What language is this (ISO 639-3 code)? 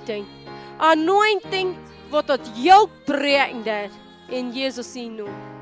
pdt